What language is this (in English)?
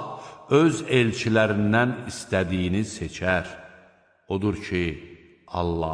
Azerbaijani